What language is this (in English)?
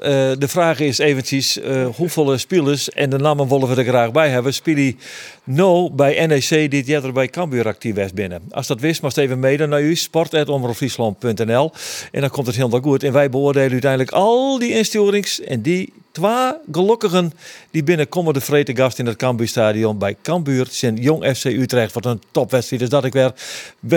Western Frisian